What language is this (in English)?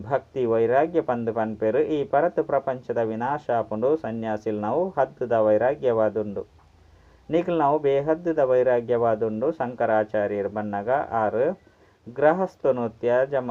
Tulu